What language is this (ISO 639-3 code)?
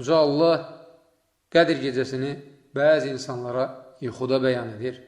aze